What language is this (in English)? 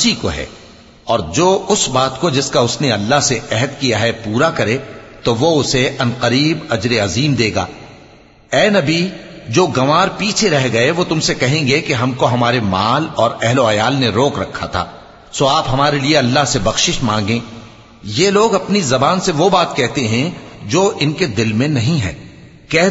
Urdu